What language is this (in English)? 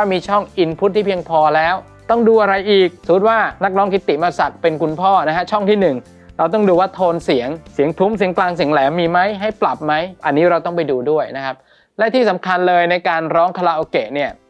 Thai